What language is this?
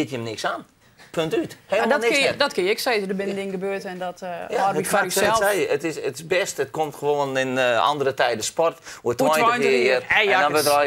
Western Frisian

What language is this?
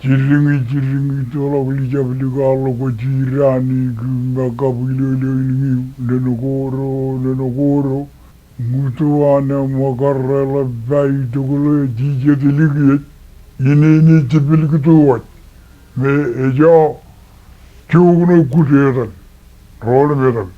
Marshallese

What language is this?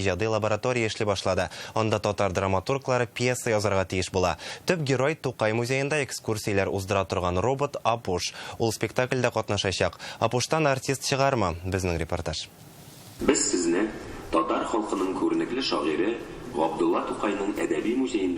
Tatar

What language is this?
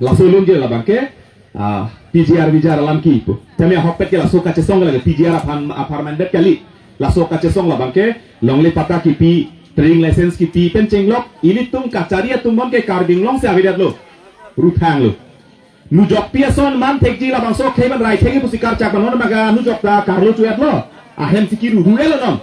Karbi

